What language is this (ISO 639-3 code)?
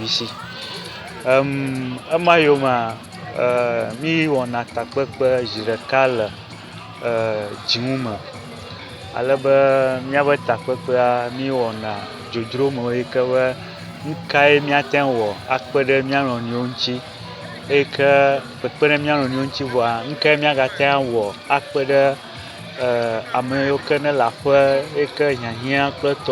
ewe